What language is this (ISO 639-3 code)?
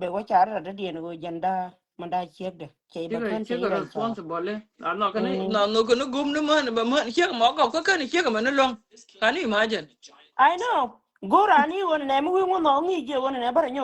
nus